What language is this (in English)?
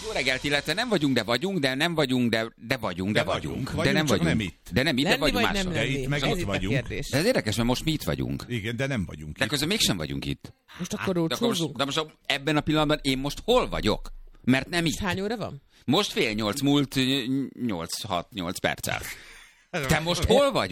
Hungarian